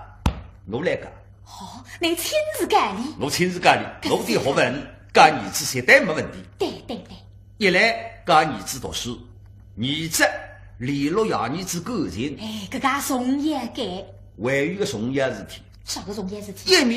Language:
Wu Chinese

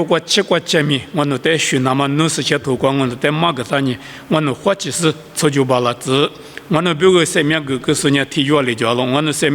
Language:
Lisu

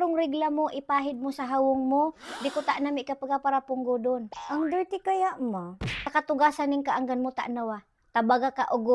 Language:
Bikol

